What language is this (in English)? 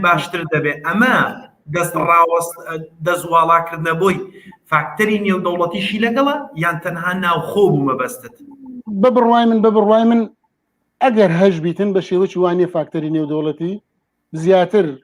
Central Kurdish